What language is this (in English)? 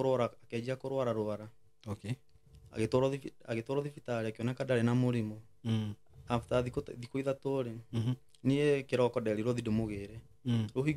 Kikuyu